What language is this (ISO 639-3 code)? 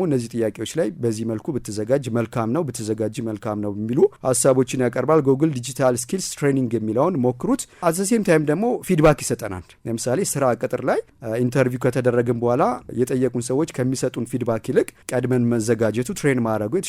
amh